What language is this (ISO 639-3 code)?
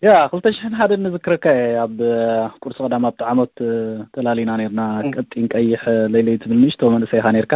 tir